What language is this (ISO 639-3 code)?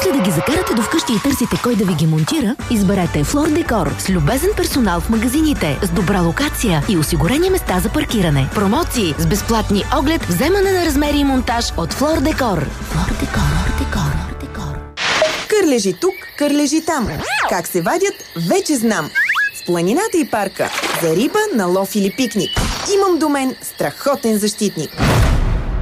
bul